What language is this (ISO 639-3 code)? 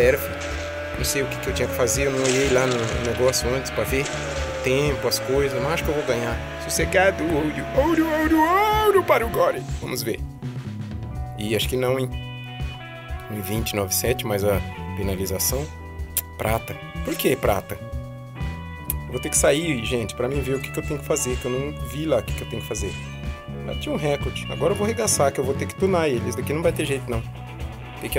por